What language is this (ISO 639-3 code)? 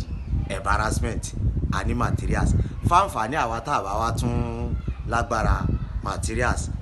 yor